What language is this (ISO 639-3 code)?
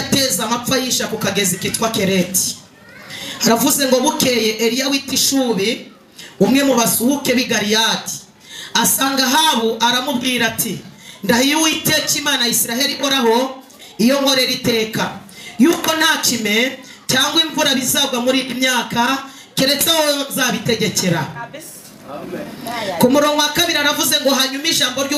kin